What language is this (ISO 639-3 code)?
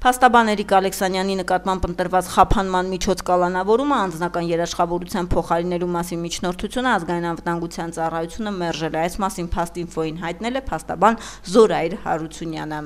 hye